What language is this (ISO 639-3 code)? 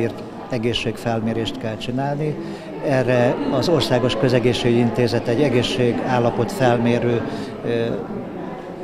hun